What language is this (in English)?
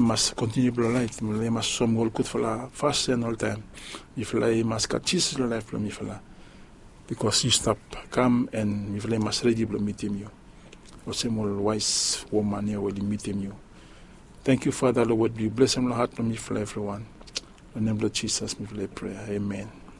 Bislama